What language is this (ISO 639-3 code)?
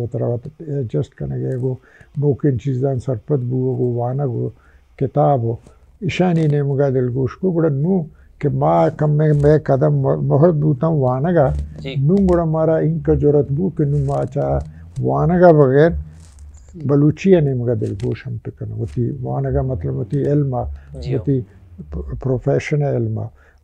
bal